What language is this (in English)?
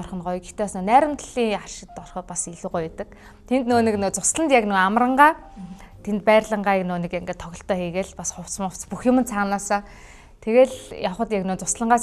Mongolian